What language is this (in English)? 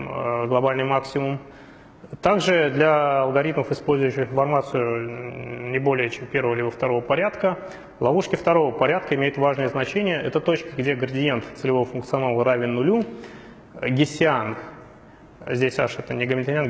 Russian